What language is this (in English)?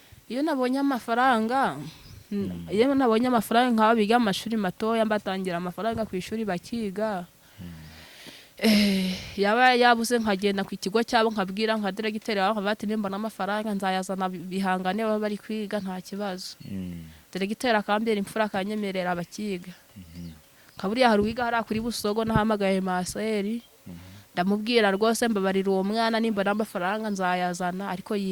Kinyarwanda